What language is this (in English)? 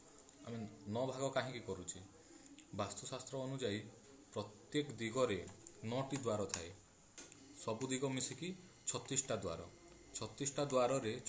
Odia